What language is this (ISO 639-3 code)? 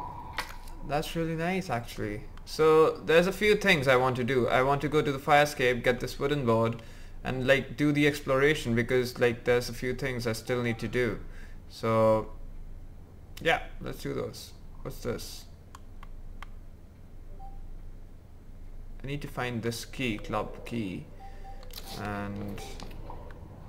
eng